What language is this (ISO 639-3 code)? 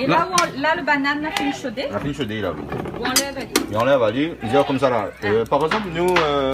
rcf